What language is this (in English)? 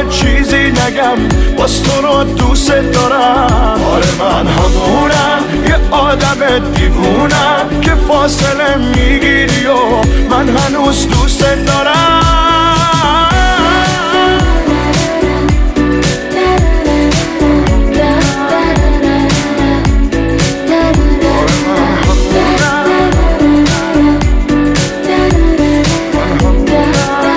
Persian